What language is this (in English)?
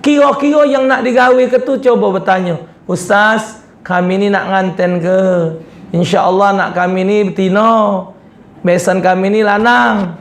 Musi